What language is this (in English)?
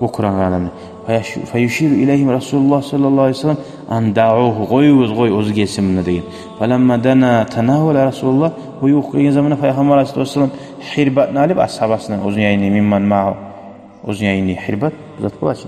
Kumyk